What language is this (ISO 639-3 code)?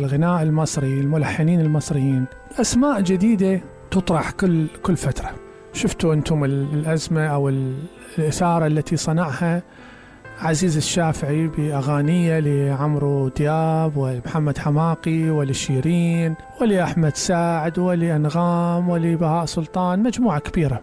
acm